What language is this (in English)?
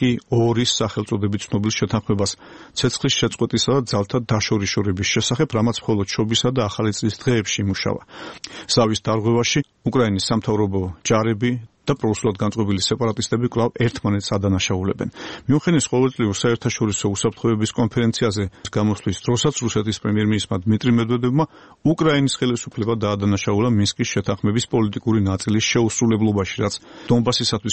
Georgian